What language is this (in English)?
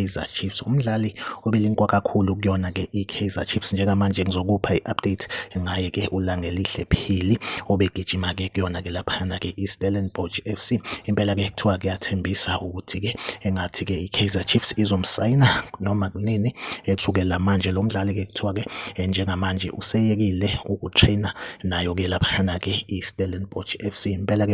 Zulu